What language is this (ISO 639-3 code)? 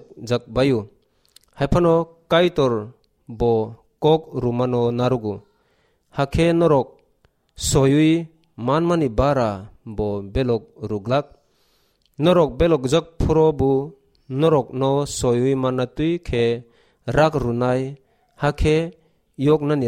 trp